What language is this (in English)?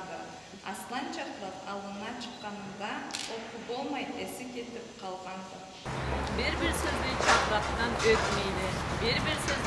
Karachay-Balkar